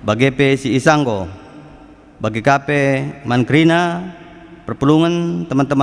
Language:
Batak Karo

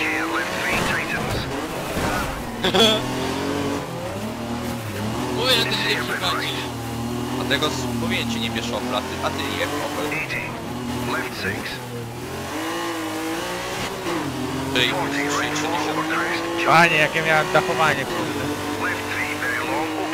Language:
Polish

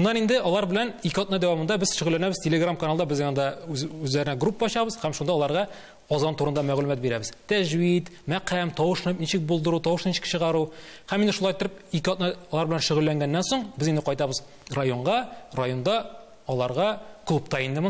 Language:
Tatar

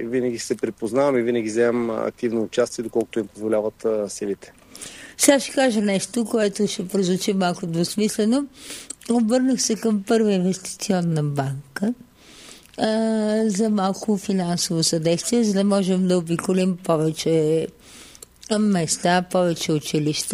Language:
Bulgarian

